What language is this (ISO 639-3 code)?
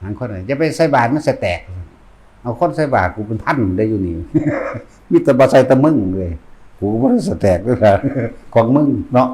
tts